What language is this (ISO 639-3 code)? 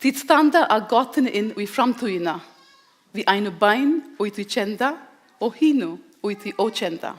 fao